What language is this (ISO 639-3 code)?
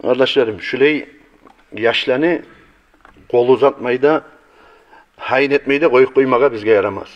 kum